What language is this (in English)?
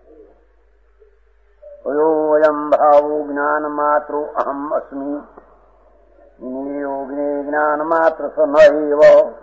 Gujarati